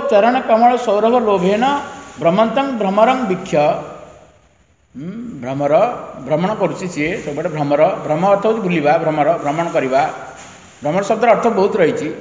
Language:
Odia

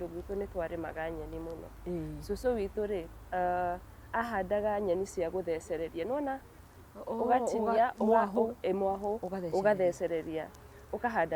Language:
Kikuyu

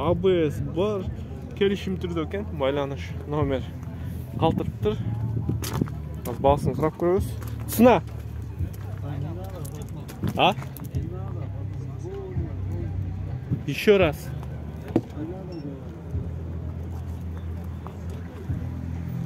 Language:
Kyrgyz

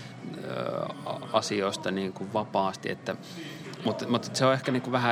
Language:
Finnish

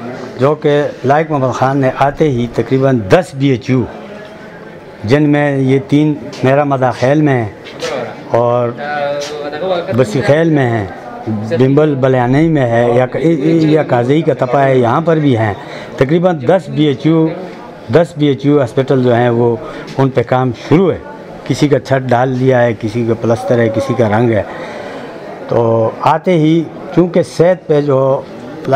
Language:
Urdu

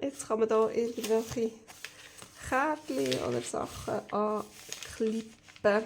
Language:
Swiss German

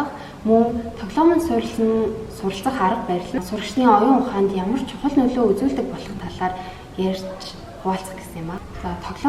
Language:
Mongolian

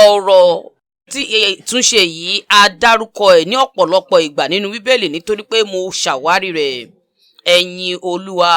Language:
Yoruba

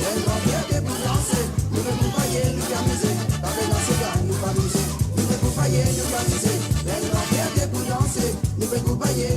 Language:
Morisyen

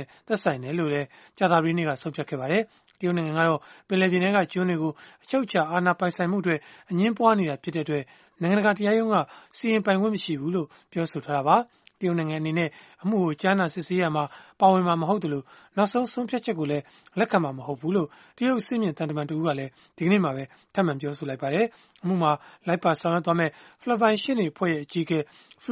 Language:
Burmese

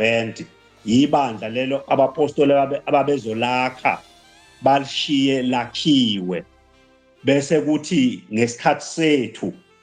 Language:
Zulu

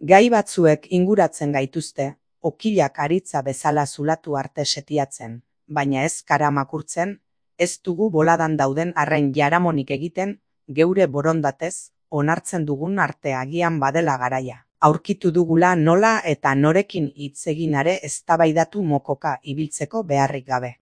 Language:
Basque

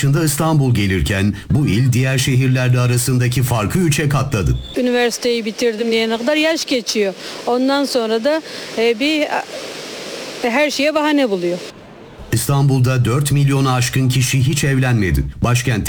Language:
Turkish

